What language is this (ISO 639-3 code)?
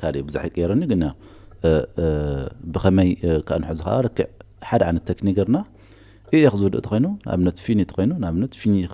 tir